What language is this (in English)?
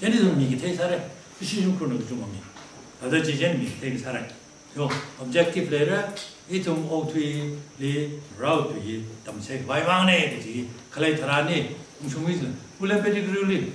Tangkhul Naga (India)